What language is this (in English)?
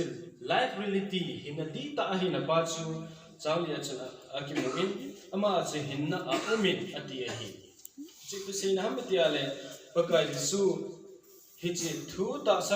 Thado Chin